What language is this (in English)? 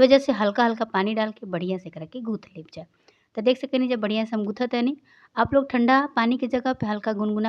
Bhojpuri